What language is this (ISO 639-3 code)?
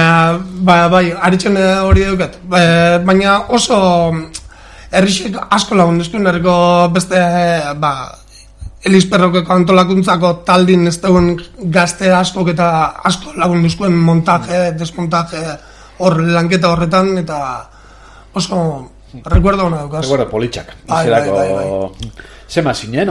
eus